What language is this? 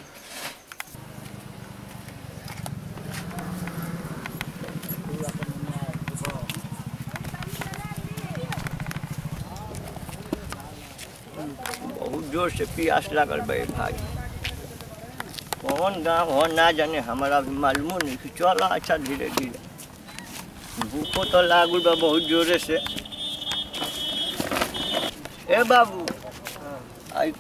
Bhojpuri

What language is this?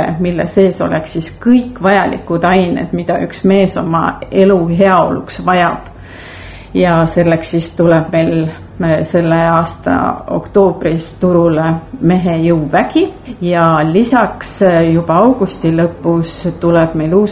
Estonian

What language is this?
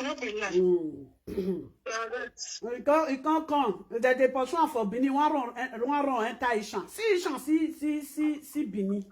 Nigerian Pidgin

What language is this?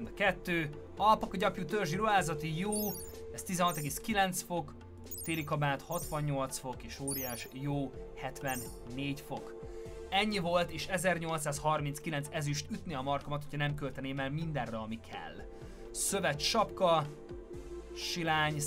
Hungarian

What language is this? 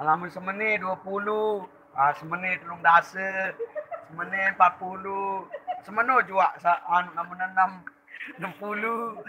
Sasak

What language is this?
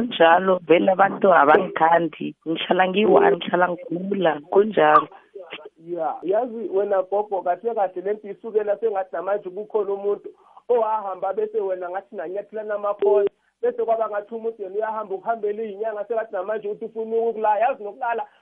South Ndebele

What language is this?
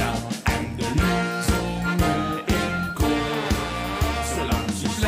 Limburgish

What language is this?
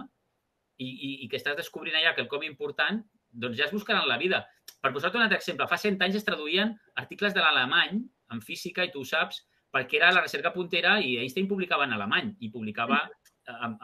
Catalan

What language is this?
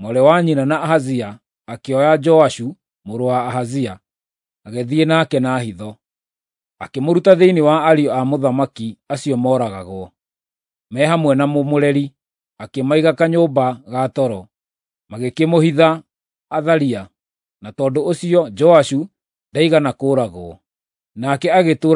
Kikuyu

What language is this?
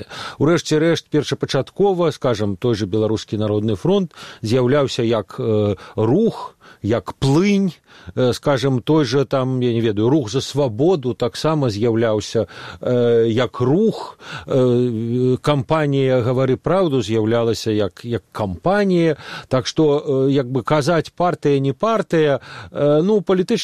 Belarusian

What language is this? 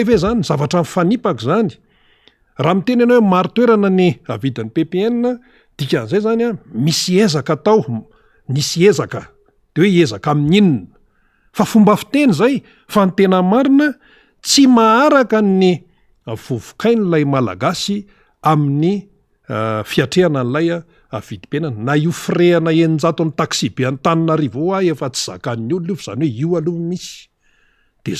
Malagasy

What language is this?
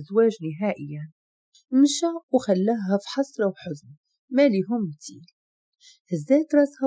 Moroccan Arabic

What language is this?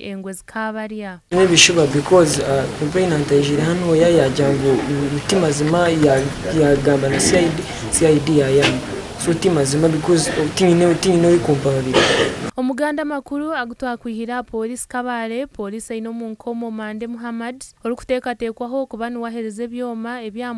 Nyankole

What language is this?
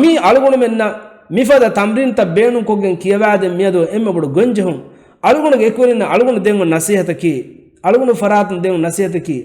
Divehi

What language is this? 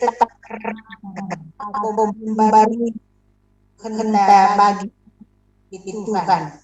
Batak Karo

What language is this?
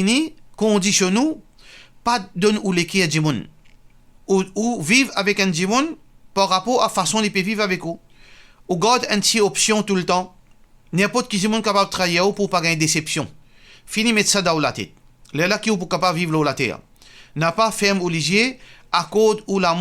Morisyen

